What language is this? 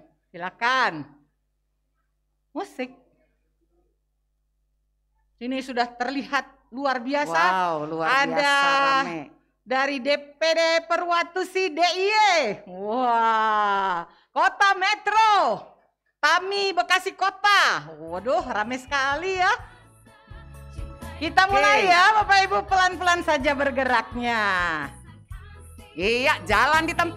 Indonesian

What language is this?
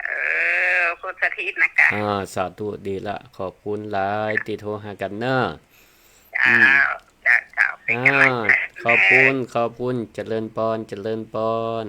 Northern Thai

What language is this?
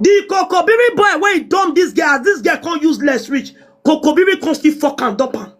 Nigerian Pidgin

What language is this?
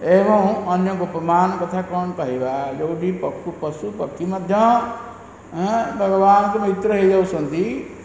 Odia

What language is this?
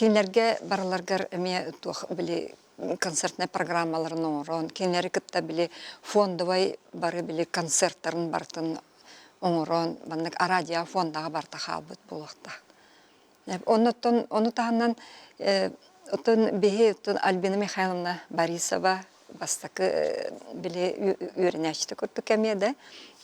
Yakut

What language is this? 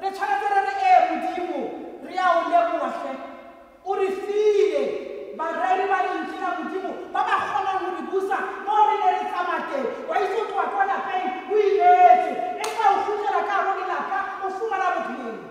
Tswana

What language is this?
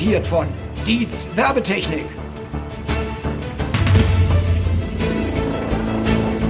German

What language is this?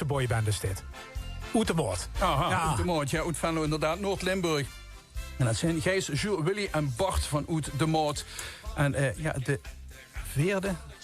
Limburgish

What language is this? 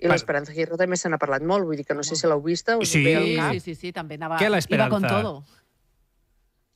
Catalan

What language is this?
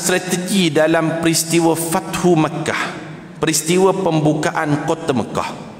Malay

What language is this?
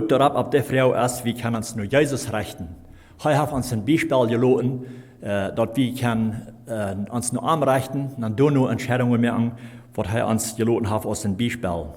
Plautdietsch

